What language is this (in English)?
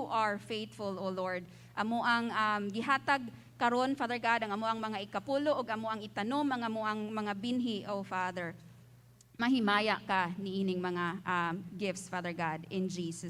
Cebuano